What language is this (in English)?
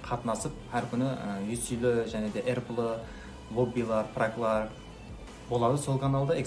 Kara-Kalpak